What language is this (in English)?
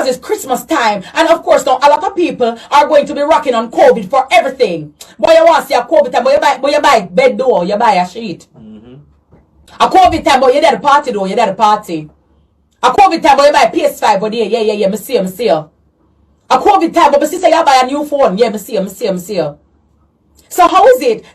Jamaican Creole English